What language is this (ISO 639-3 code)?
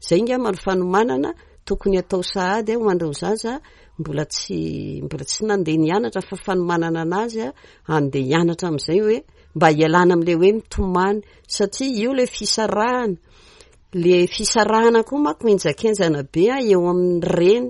mlg